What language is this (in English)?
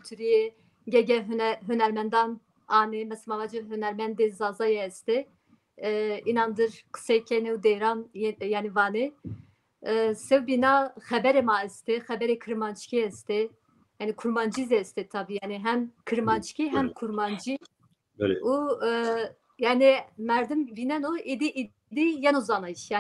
Zaza